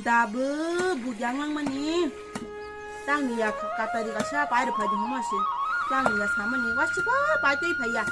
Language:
Kok Borok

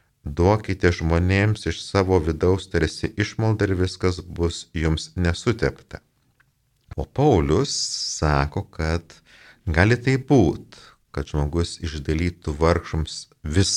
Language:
Lithuanian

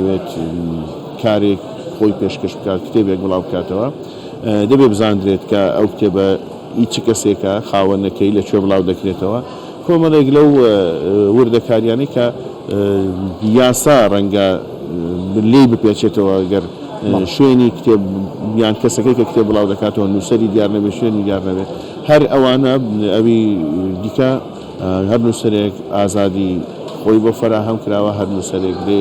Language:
Central Kurdish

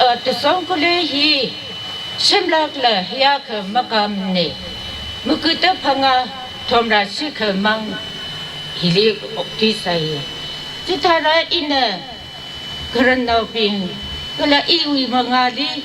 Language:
Tangkhul Naga (India)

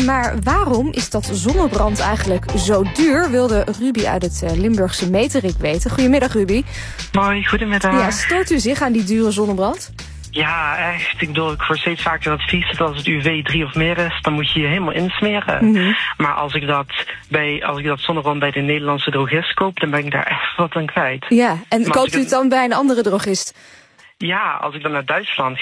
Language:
Dutch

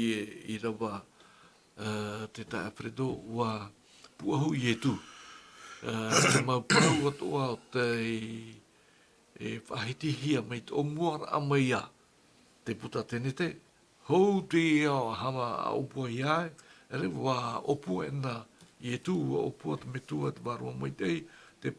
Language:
Tahitian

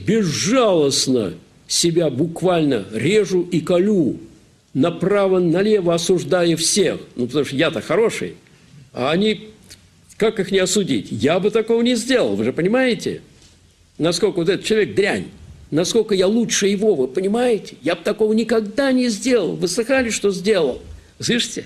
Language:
Russian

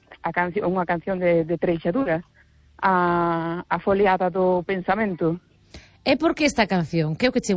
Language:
Galician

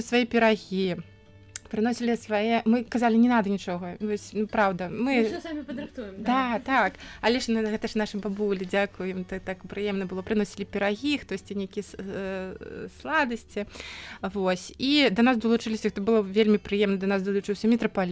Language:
Belarusian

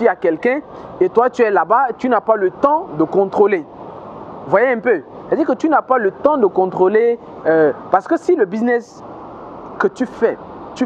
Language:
French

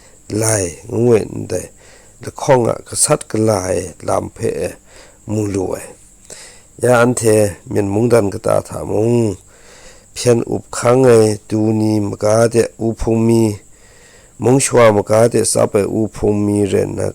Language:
Kachin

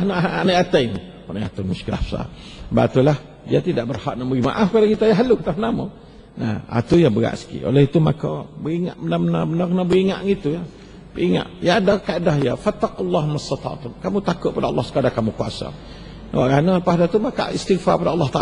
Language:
Malay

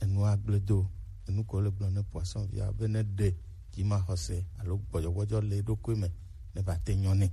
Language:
Gen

